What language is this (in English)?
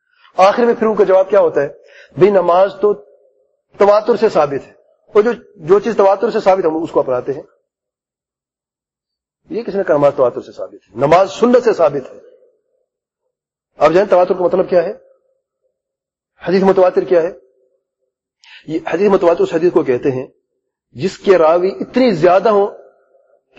Urdu